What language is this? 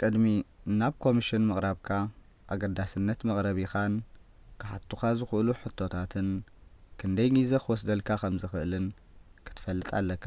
Tigrinya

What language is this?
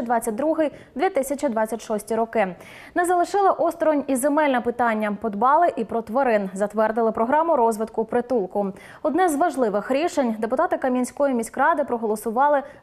Ukrainian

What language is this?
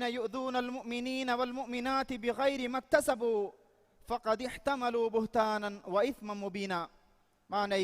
Divehi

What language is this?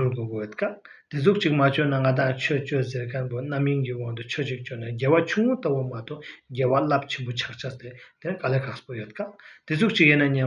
Tibetan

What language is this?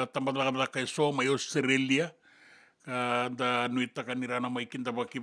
Fijian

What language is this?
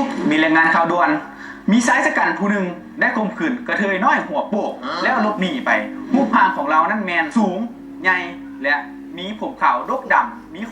Northeastern Thai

